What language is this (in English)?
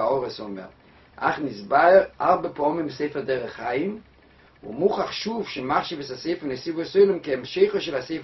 Hebrew